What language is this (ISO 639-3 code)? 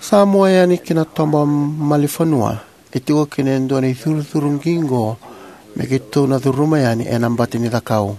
fij